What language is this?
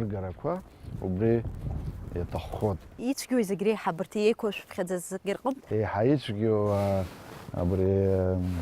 Abkhazian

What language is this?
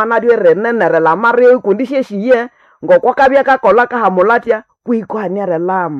Nande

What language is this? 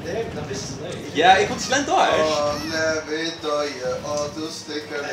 Faroese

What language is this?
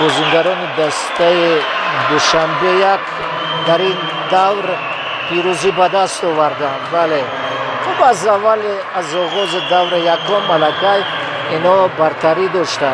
Tajik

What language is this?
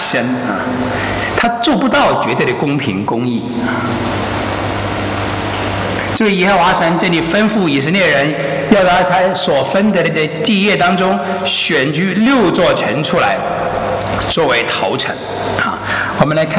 Chinese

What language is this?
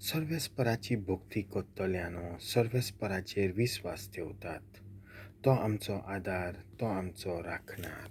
Konkani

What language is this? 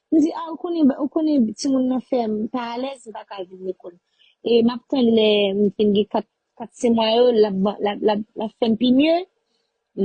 Haitian Creole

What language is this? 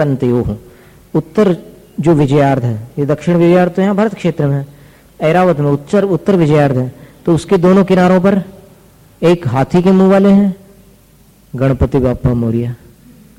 Hindi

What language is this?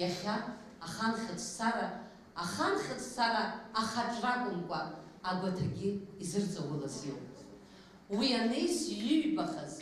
Abkhazian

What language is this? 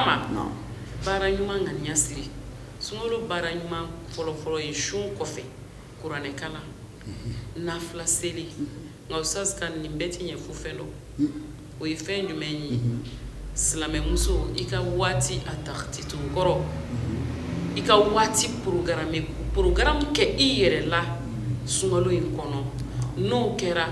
Bambara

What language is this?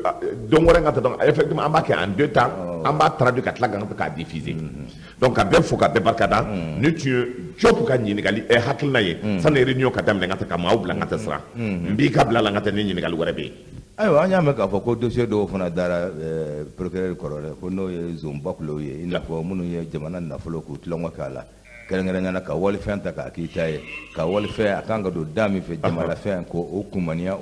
Bambara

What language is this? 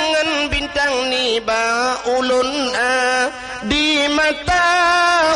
Achinese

